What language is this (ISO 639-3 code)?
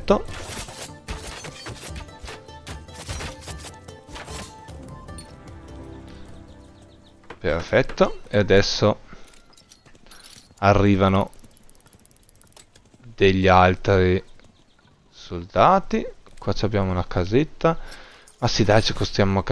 ita